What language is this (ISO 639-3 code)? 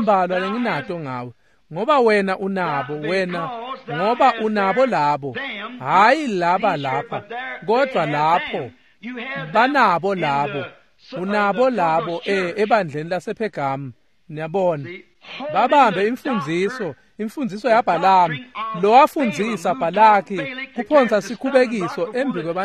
ssw